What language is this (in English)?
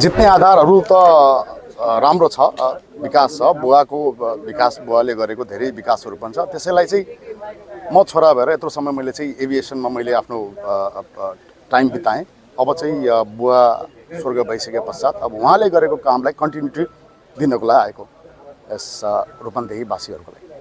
Nepali